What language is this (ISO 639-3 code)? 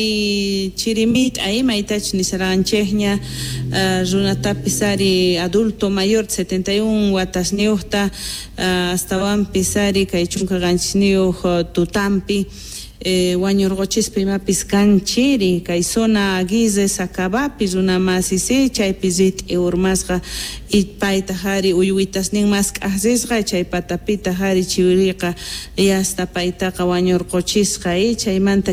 quh